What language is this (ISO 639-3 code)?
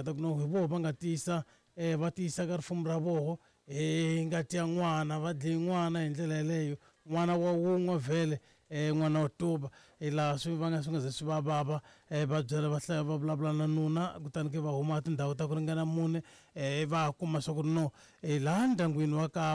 tso